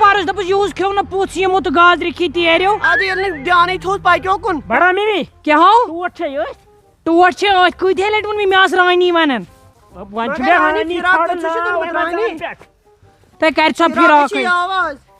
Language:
Kashmiri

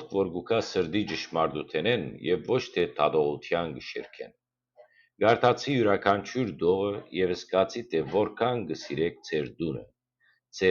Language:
Western Armenian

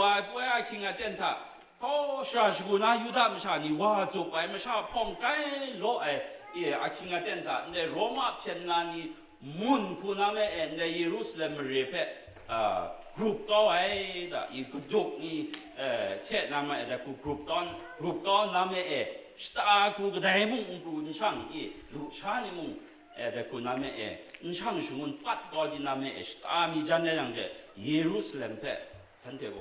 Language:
Kachin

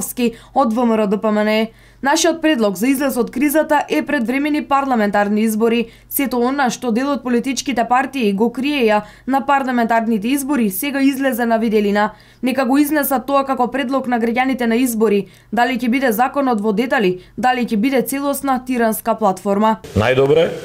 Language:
Macedonian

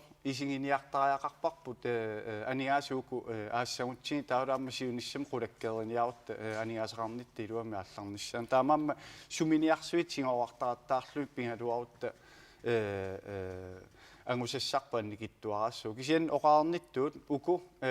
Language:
Kalaallisut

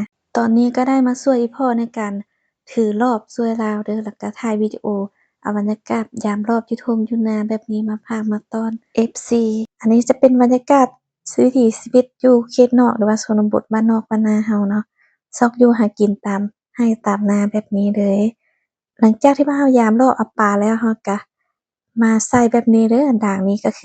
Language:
Lao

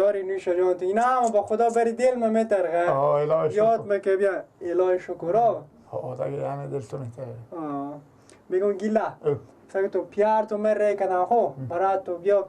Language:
Persian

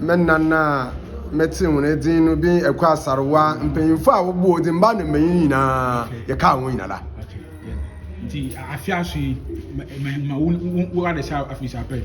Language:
Akan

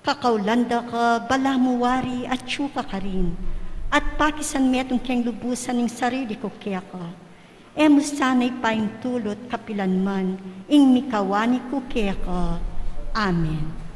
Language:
Pampanga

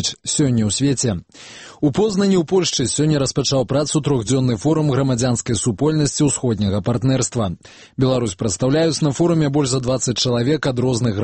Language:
Belarusian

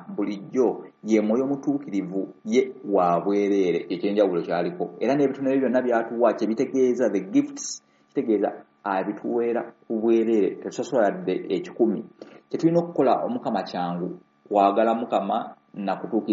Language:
Ganda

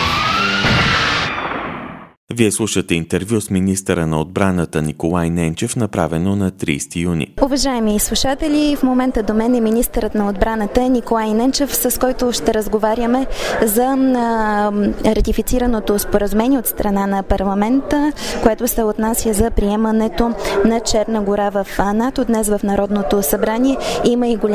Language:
Bulgarian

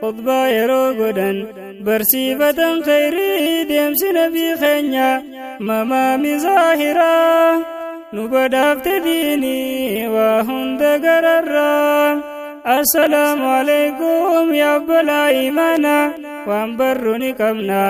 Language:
Oromo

